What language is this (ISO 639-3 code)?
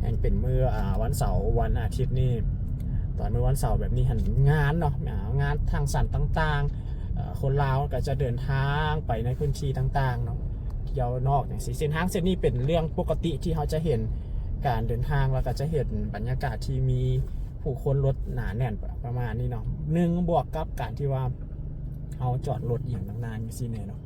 lao